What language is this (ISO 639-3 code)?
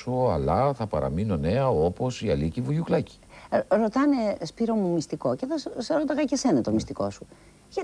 ell